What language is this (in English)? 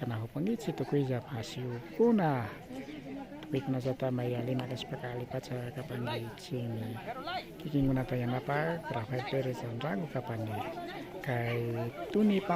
Imbabura Highland Quichua